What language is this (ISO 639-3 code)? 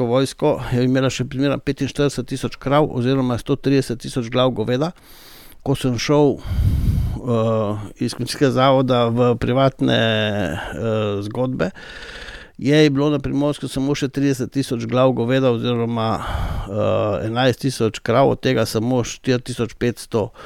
slv